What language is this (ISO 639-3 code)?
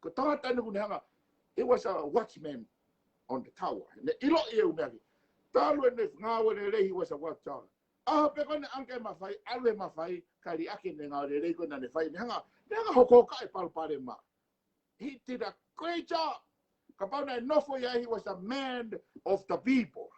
ton